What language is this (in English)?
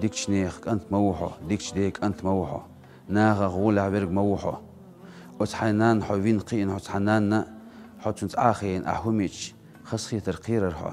Chechen